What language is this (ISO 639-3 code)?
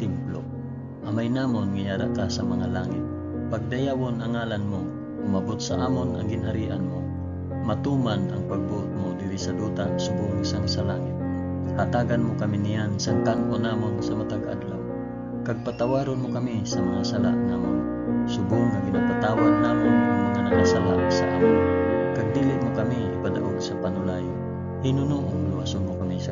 hil